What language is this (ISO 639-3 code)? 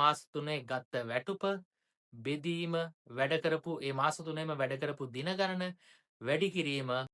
sin